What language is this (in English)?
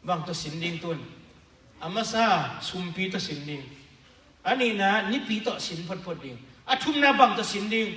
Tedim Chin